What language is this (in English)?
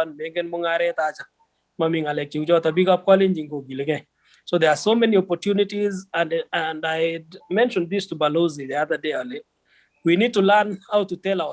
Kalenjin